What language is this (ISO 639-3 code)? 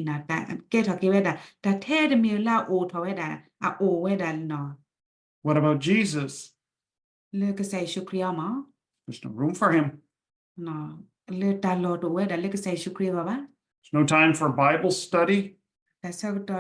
ksw